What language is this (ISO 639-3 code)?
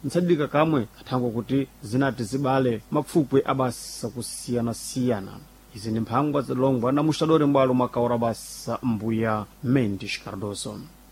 seh